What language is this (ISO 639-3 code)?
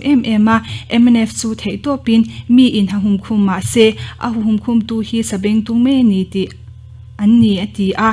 lus